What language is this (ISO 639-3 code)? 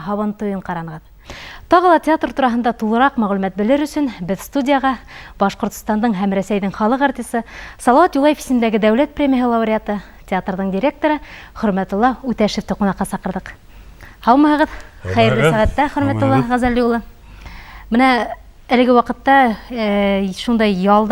bak